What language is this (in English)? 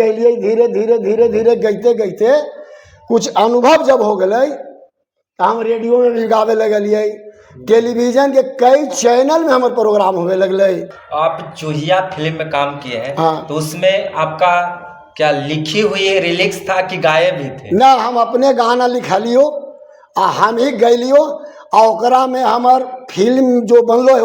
Magahi